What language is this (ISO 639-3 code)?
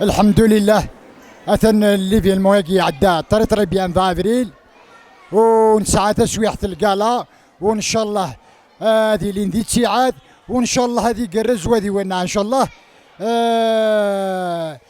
kab